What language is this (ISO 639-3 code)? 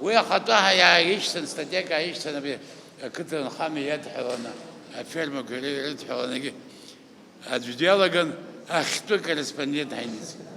abk